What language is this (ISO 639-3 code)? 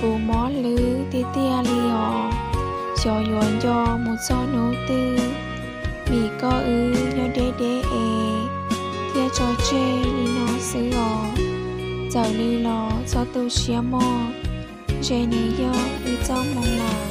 hmn